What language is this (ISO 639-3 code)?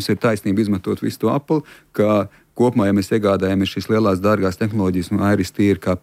lav